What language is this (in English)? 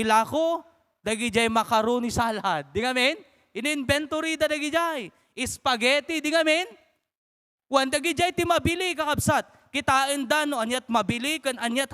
Iloko